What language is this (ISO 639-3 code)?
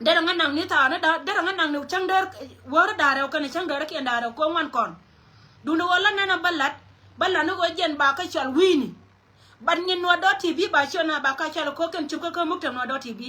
nus